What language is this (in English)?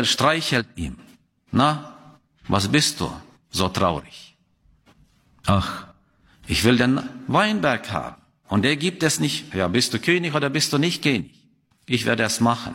German